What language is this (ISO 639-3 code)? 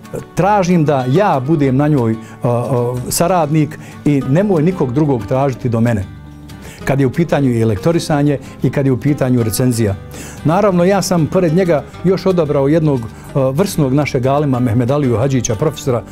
bos